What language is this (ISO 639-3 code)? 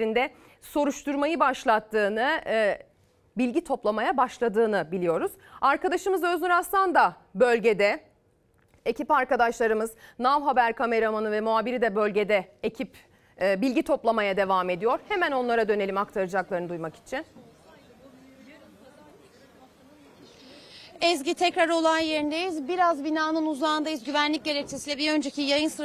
tur